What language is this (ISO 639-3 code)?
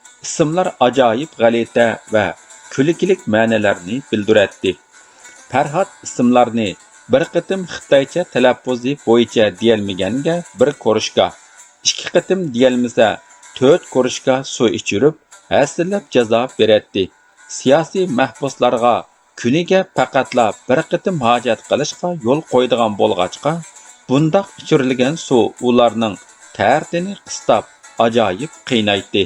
uig